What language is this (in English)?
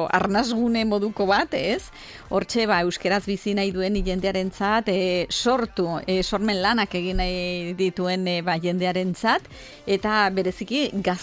Basque